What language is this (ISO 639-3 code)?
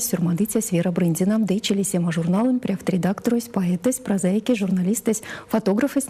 myv